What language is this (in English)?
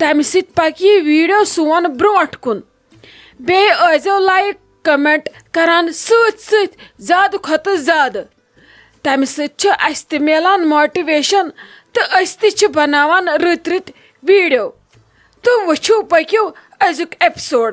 Kashmiri